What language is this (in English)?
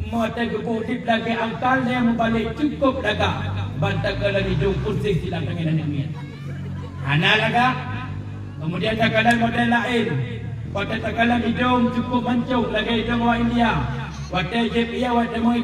Achinese